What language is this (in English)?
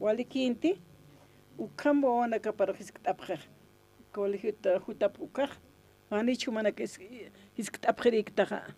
Aymara